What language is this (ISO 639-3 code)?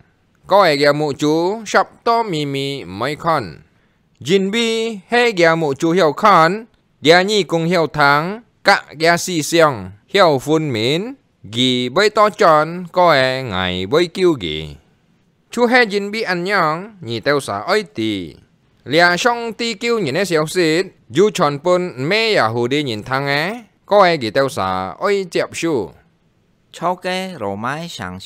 hak